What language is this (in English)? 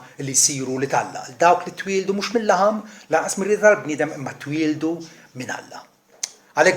Maltese